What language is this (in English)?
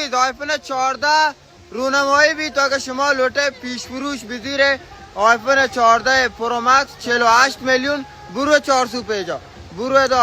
Baluchi